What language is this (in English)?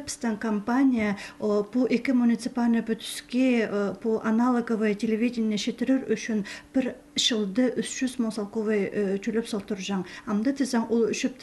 Khakas